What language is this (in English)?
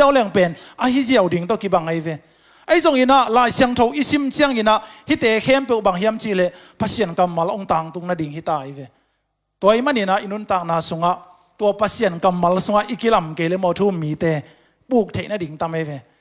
Tedim Chin